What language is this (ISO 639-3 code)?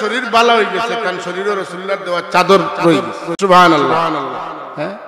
syl